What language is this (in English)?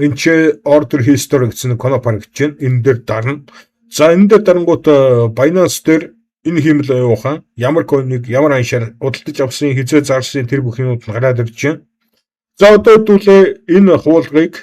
Mongolian